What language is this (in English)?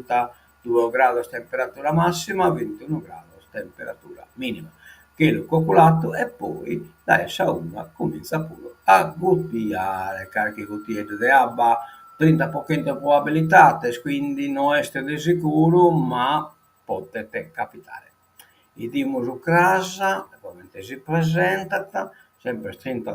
Sardinian